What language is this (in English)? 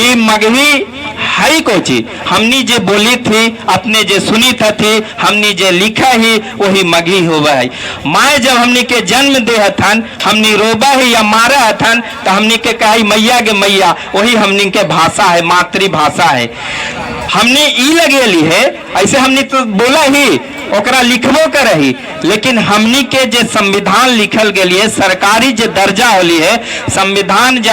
Magahi